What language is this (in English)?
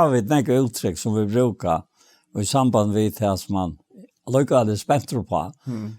Faroese